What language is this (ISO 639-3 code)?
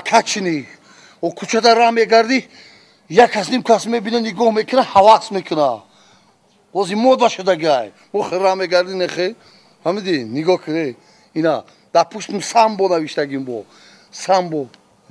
tgk